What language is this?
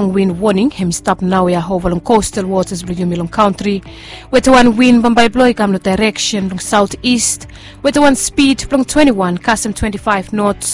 Bislama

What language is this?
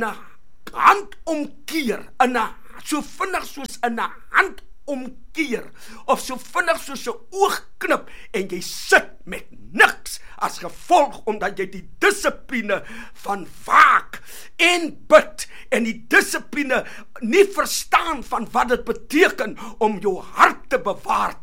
Afrikaans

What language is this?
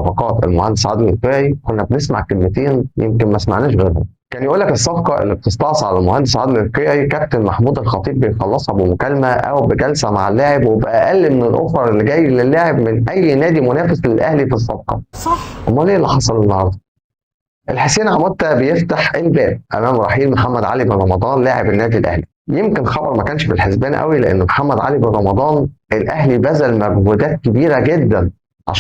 Egyptian Arabic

